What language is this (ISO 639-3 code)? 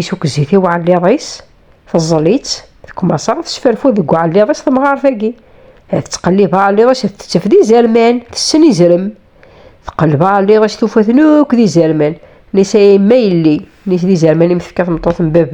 kab